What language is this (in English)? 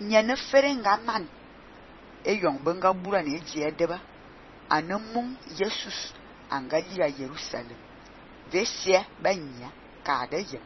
Fang